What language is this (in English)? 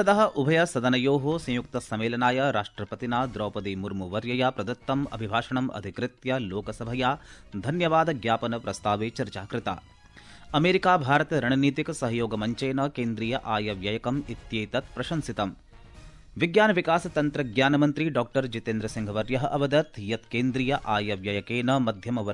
Sanskrit